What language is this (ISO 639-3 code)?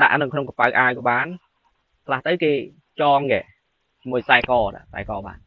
khm